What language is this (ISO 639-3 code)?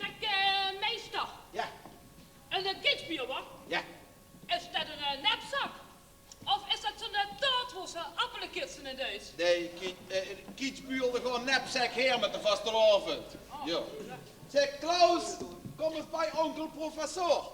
lim